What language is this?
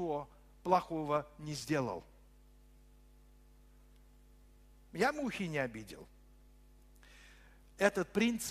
Russian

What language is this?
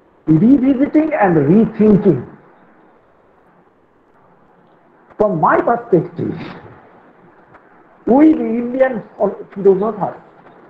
Bangla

